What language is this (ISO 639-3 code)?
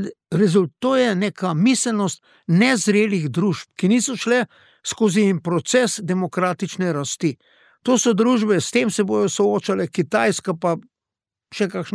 slv